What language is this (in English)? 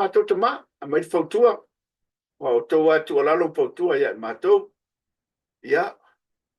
Samoan